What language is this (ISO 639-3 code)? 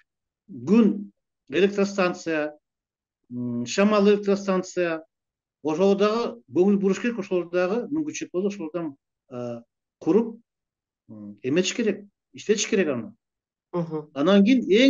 kir